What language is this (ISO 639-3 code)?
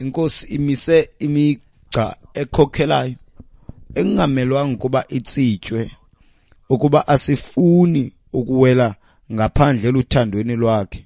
xho